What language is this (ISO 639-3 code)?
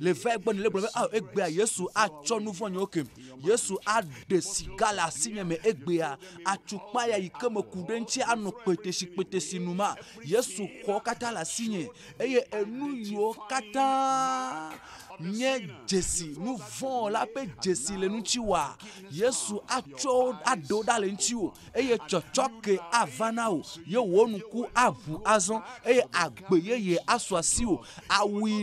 ewe